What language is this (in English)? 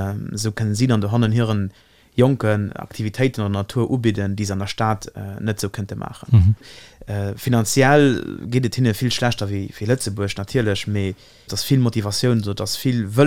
Luxembourgish